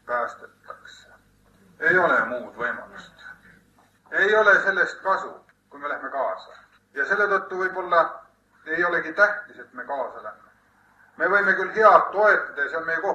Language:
Estonian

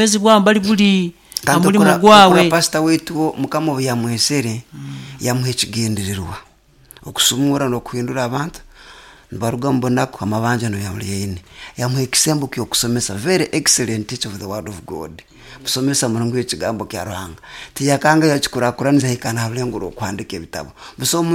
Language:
Nyoro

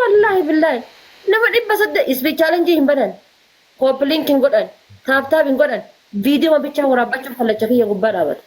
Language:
Oromo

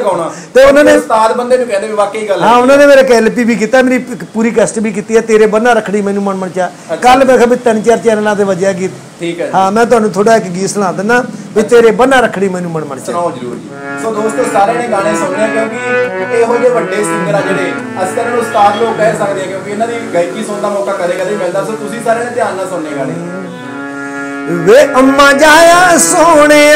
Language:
Punjabi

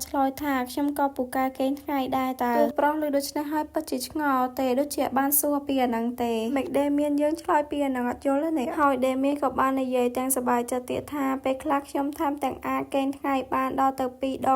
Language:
Khmer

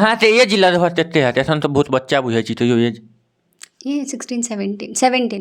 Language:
Maithili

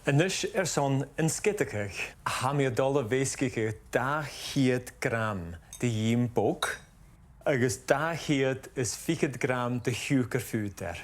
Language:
Scottish Gaelic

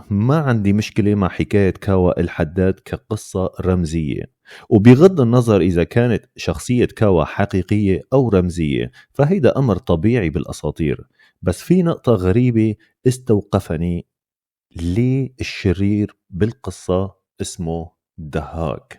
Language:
North Levantine Arabic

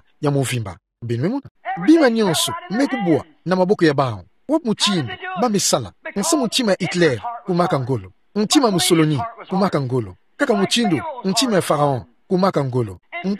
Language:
Kituba (Democratic Republic of Congo)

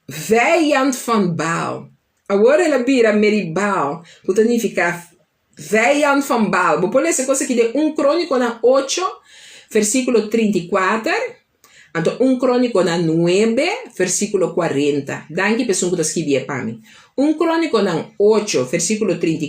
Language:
Papiamento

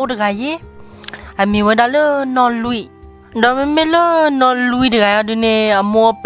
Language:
S'gaw Karen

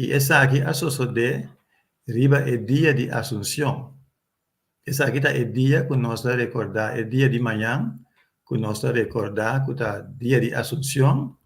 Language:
Papiamento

